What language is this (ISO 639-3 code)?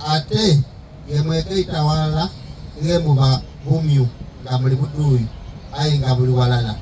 xog